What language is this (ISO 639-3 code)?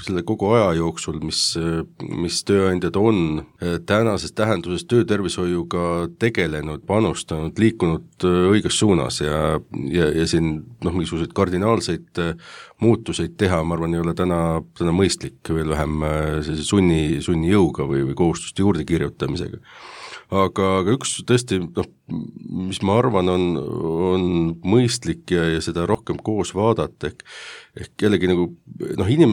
est